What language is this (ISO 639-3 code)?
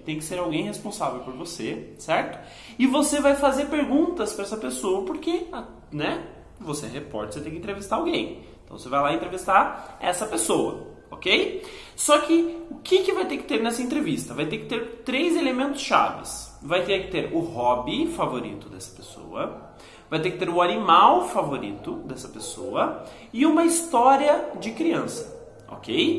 por